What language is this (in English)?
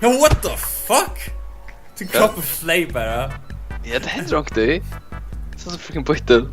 Faroese